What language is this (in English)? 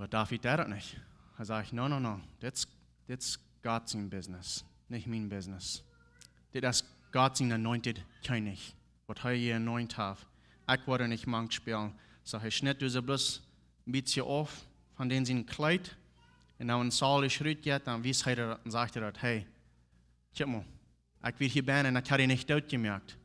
Plautdietsch